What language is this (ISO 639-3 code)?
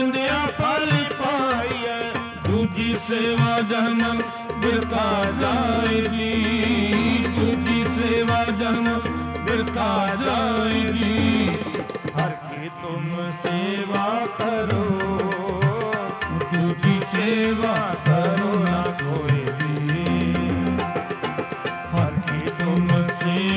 pan